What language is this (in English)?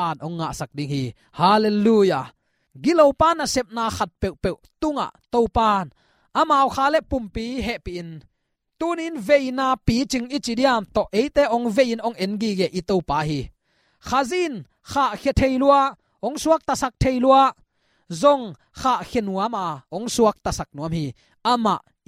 Tedim Chin